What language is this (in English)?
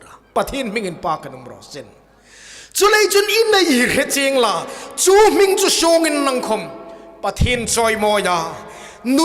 Hmar